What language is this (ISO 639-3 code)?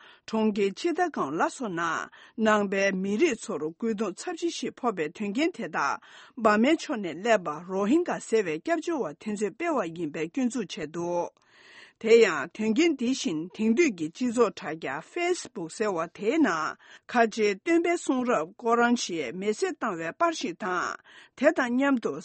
bod